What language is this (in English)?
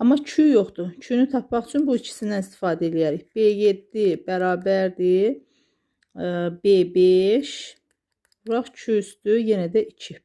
Azerbaijani